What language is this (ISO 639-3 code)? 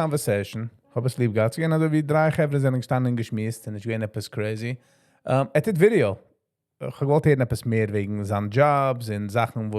yid